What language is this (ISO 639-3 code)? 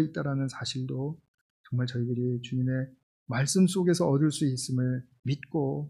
kor